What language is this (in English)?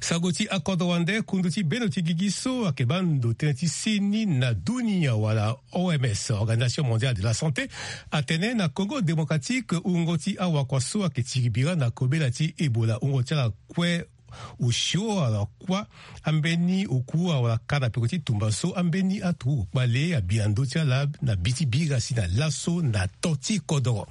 Sango